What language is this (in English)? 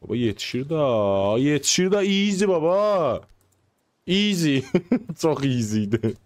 South Azerbaijani